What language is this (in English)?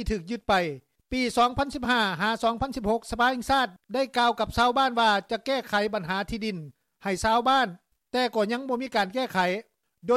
Lao